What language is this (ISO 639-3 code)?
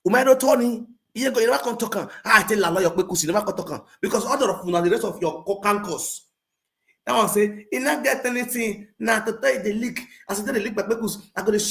pcm